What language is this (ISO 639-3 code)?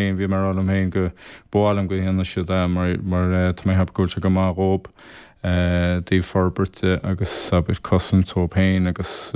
gle